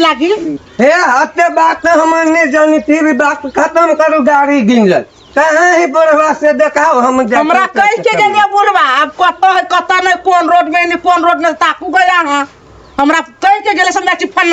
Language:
Maithili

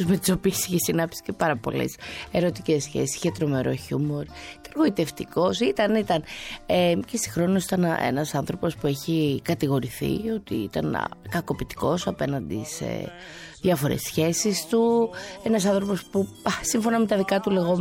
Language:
Greek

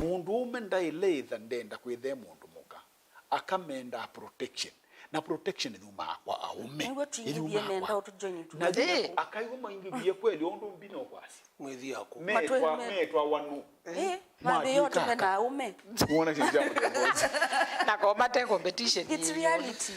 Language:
Kamba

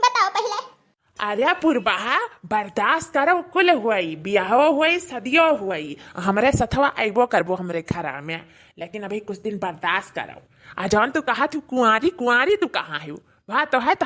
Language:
Awadhi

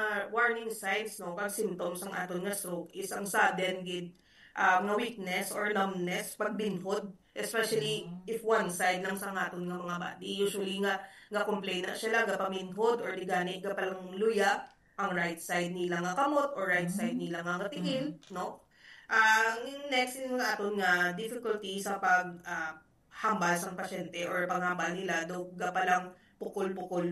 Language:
Hiligaynon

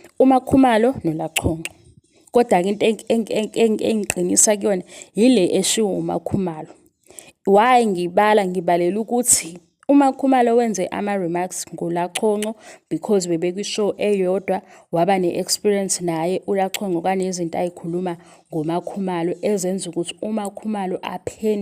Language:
Zulu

